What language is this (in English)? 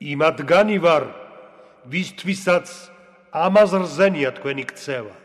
Georgian